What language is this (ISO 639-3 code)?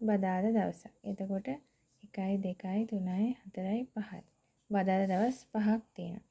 sin